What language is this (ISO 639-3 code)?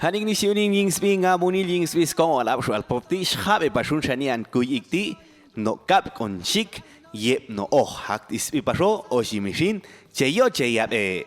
jac